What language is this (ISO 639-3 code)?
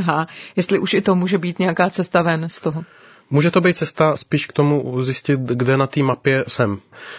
ces